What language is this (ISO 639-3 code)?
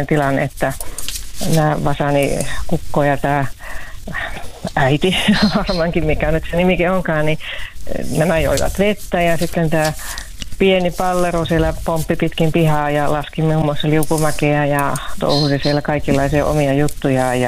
fin